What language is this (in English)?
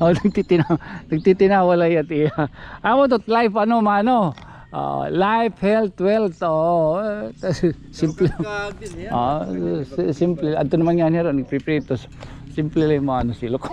Waray